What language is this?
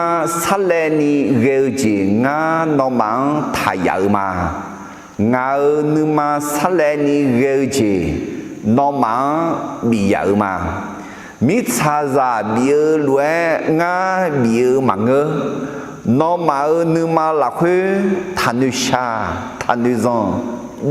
Akha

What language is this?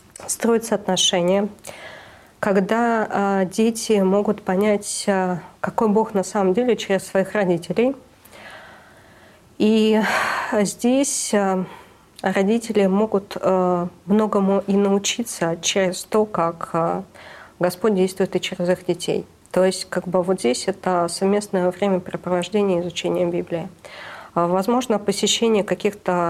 Russian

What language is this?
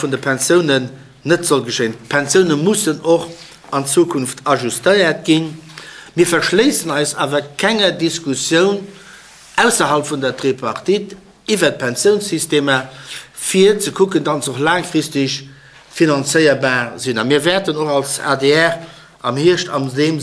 Luxembourgish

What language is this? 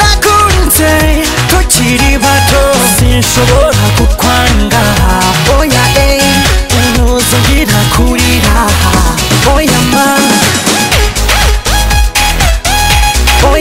Kinyarwanda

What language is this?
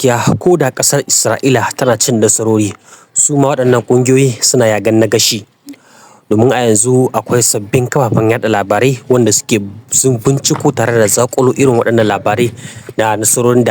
Hausa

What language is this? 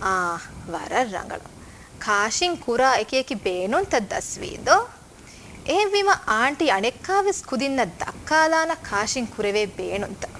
Divehi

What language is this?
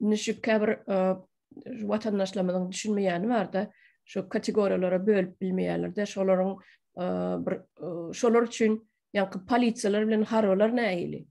Turkmen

